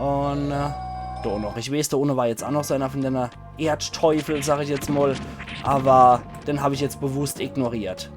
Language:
Palatine German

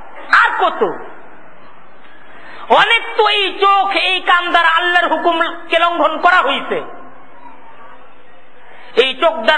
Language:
Bangla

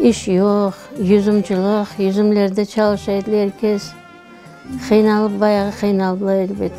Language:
Crimean Tatar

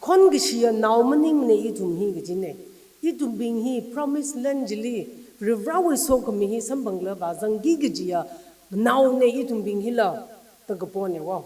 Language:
Tangkhul Naga (India)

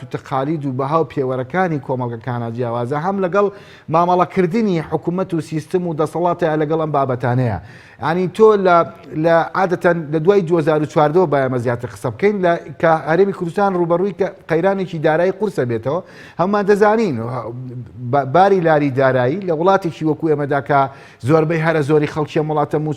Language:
Central Kurdish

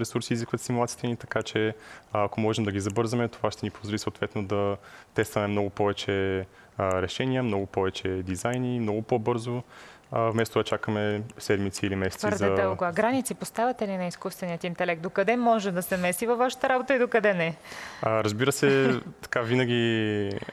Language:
Bulgarian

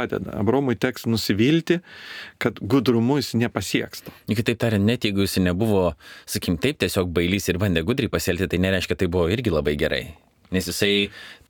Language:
Lithuanian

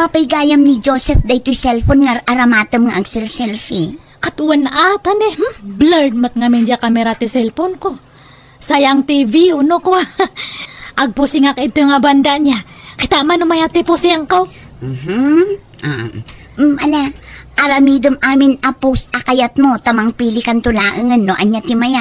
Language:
Iloko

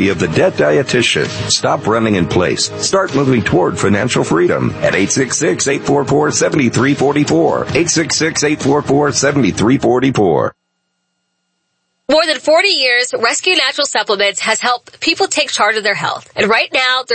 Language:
English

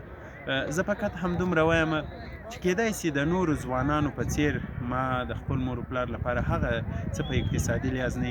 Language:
Pashto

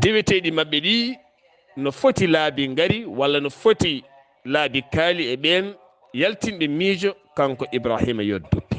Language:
Fula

